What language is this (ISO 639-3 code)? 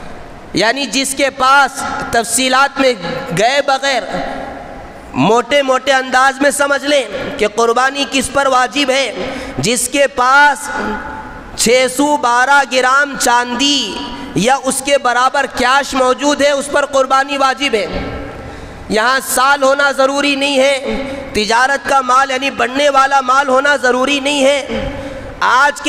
urd